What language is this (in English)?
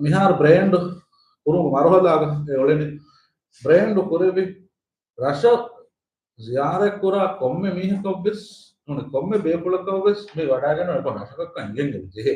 Divehi